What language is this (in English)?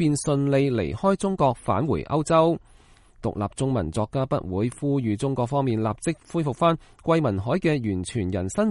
Cantonese